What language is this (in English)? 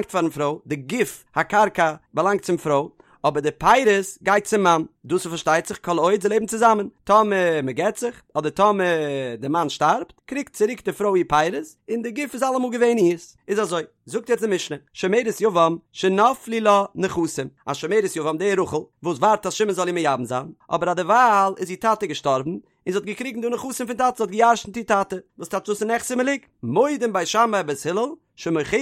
Yiddish